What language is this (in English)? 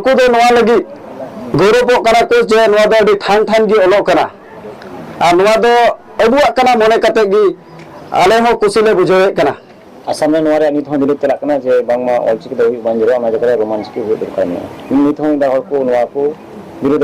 Santali